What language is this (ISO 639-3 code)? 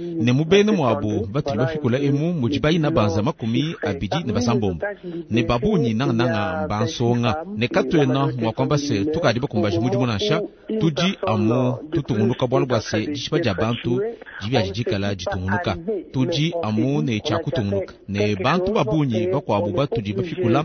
lua